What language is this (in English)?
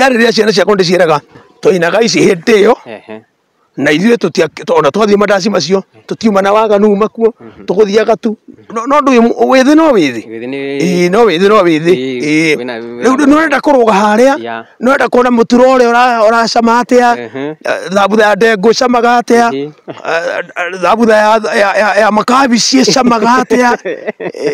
Kikuyu